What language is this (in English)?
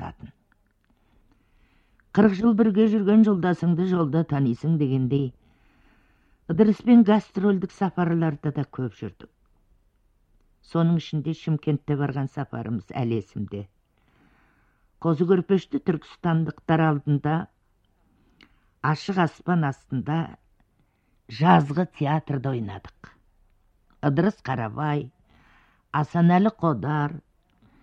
Kazakh